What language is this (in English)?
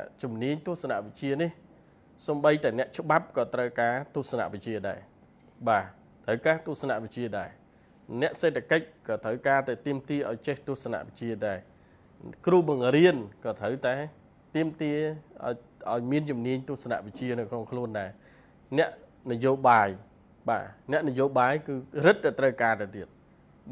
Khmer